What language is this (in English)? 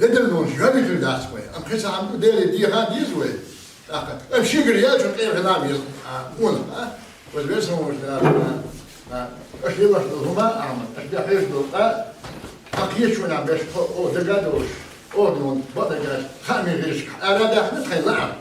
Chechen